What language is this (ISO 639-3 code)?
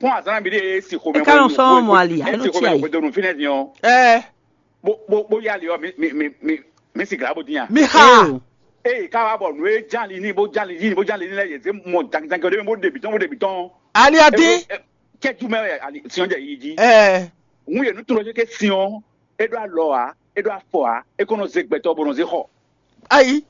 fon